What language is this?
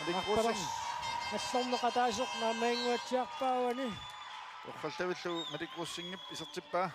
Kalaallisut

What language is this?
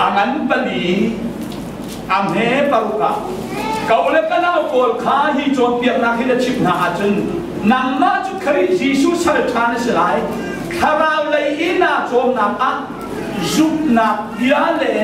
Hakha Chin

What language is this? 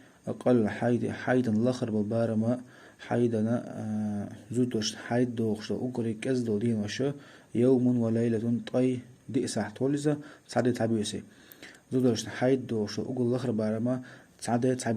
Chechen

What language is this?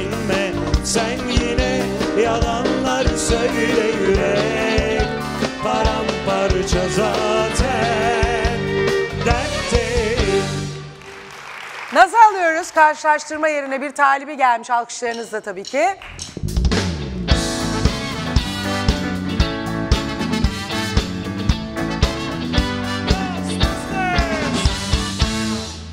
Turkish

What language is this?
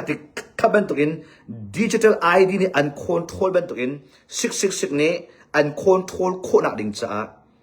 Hakha Chin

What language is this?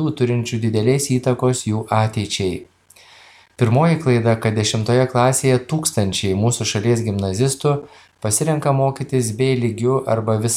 Lithuanian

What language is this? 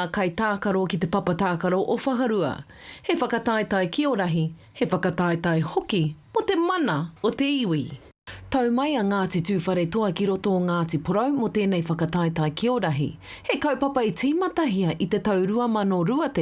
Māori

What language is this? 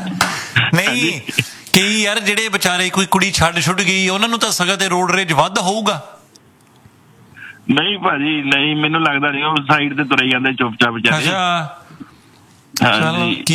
Punjabi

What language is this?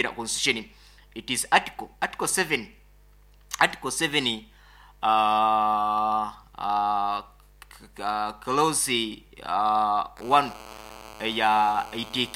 Nyoro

